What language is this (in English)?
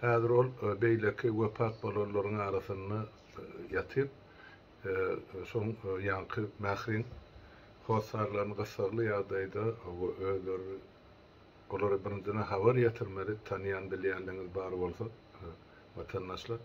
Turkmen